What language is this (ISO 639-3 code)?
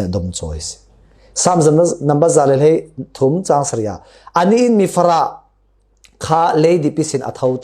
cfm